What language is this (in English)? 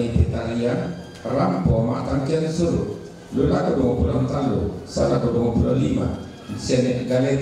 Toraja-Sa'dan